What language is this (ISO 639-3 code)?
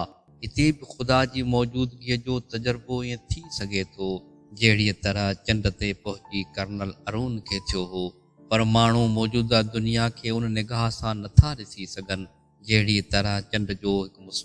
snd